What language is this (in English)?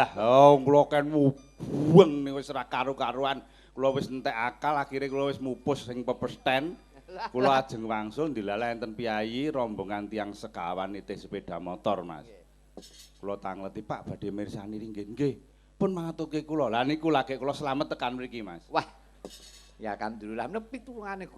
Javanese